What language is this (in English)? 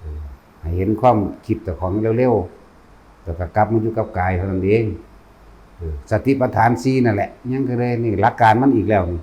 Northeastern Thai